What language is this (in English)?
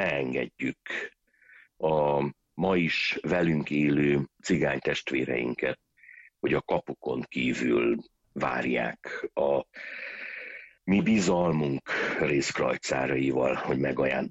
Hungarian